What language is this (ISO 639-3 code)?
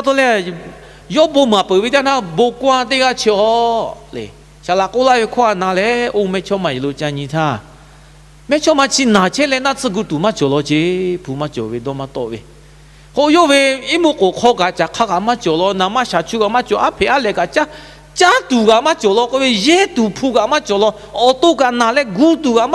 lhu